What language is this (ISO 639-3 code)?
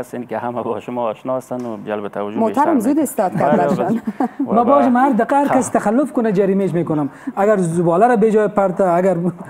fas